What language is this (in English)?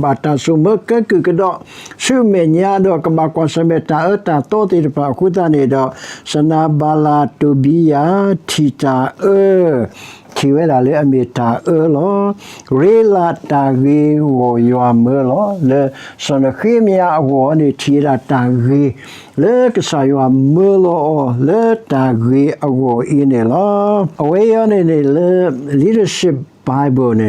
S'gaw Karen